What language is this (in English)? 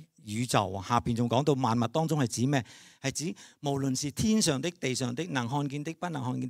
Cantonese